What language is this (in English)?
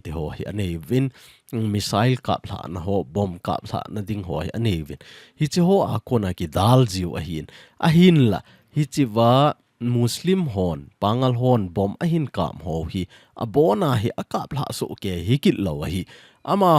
Thado Chin